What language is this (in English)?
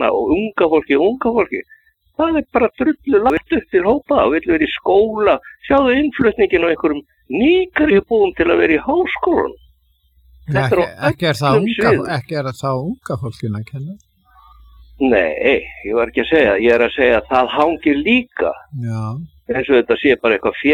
Icelandic